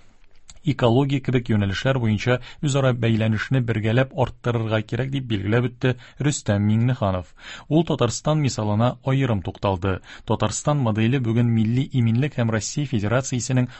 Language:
Tatar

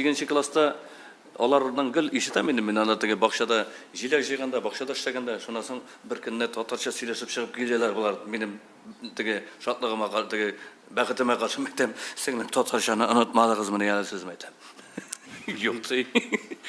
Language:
Tatar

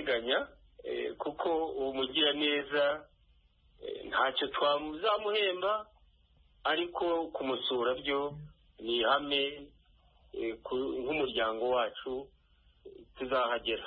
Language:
Kinyarwanda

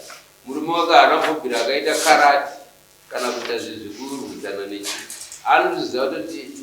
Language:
Shona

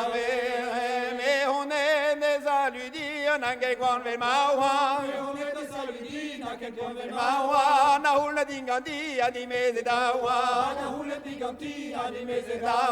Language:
Breton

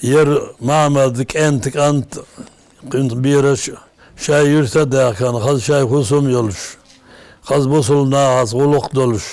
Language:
Ingush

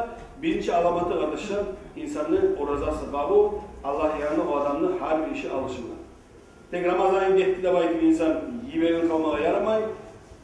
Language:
Kumyk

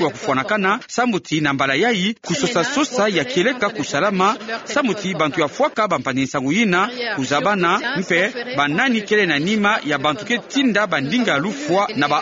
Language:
Kituba (Democratic Republic of Congo)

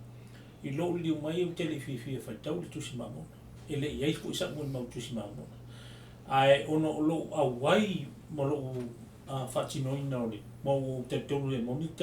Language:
Samoan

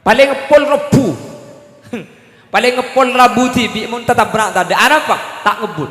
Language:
Madurese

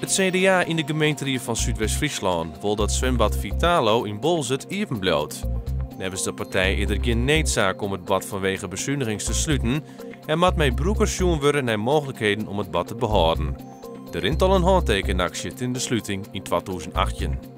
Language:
Western Frisian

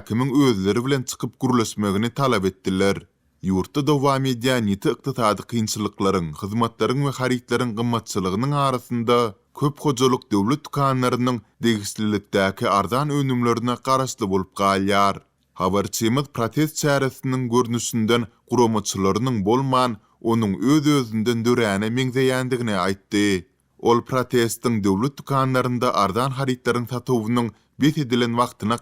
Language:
Turkmen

